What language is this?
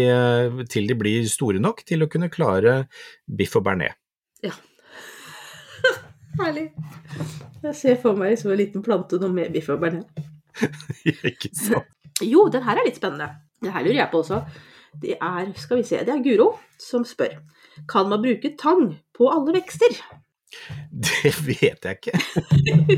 Norwegian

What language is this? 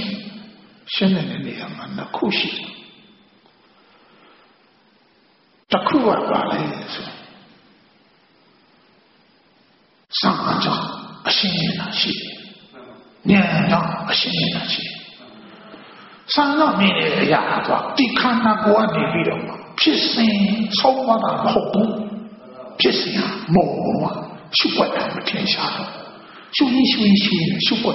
Burmese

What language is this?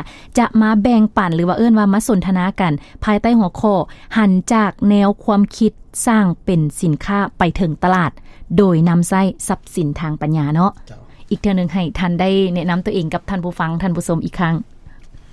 Lao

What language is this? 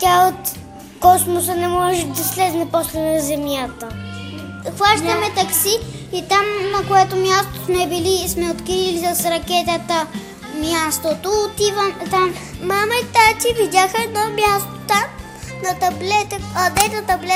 Bulgarian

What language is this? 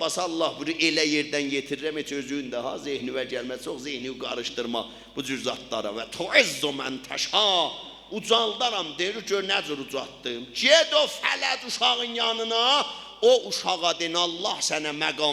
South Azerbaijani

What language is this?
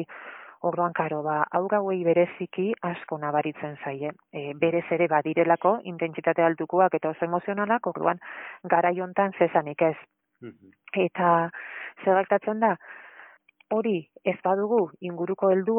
Basque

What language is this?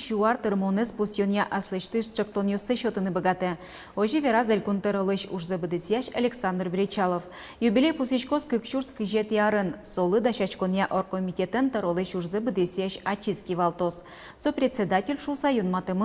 Udmurt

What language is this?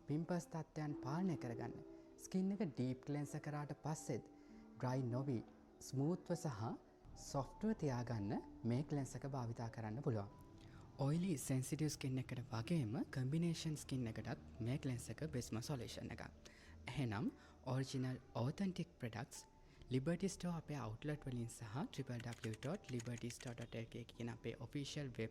Sinhala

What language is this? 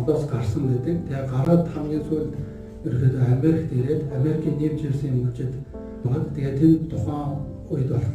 Mongolian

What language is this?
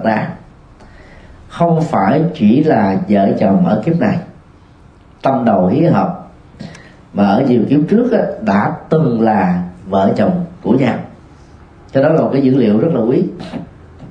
Vietnamese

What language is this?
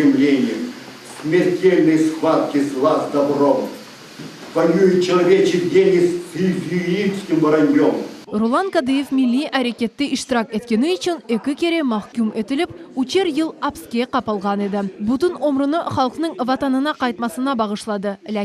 Crimean Tatar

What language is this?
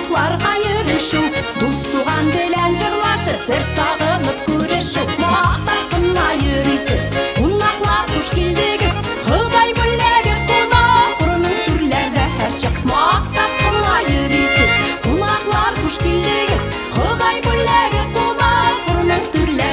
Bashkir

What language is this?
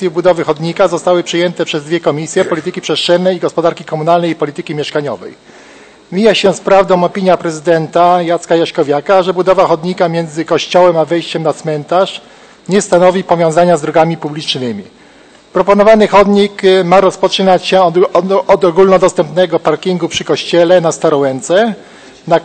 Polish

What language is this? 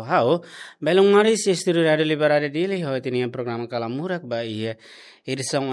Tetum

